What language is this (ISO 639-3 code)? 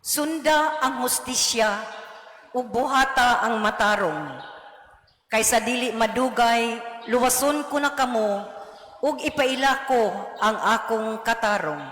ceb